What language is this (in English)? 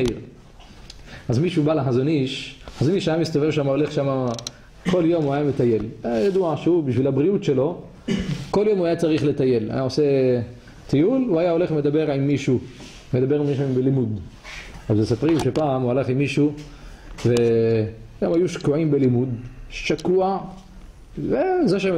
Hebrew